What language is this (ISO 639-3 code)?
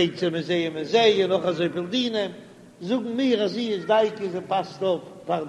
yid